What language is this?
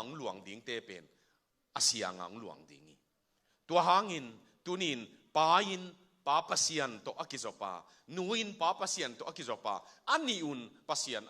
Tedim Chin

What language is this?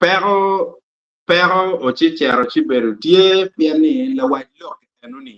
Acoli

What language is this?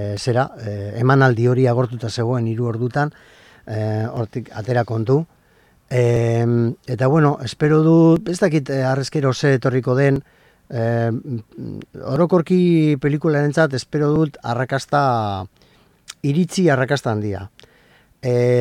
Basque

